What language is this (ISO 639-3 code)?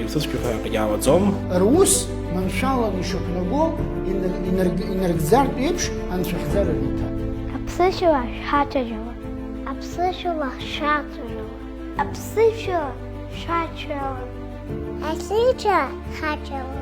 abk